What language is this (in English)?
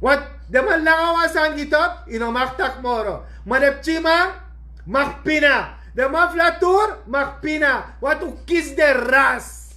Sranan Tongo